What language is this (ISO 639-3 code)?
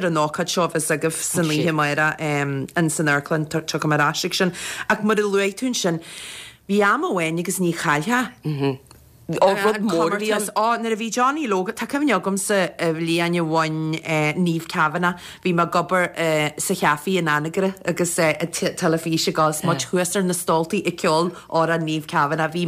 gle